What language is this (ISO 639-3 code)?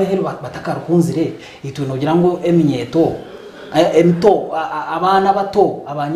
nyn